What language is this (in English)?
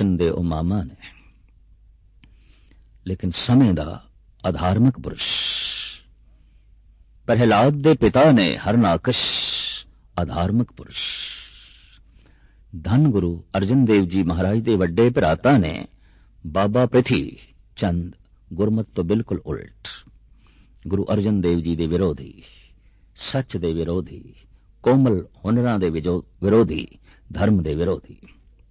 Punjabi